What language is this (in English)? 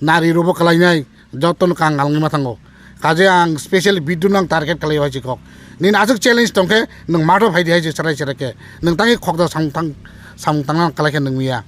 Kok Borok